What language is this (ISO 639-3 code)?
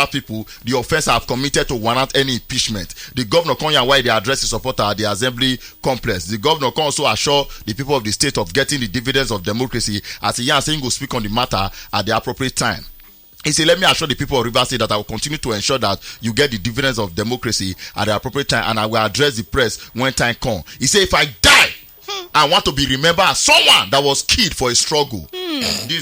pcm